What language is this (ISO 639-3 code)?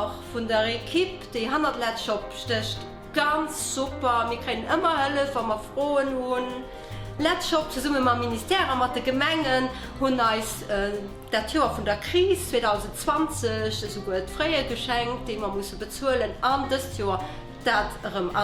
ltz